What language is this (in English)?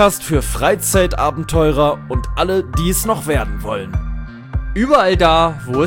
German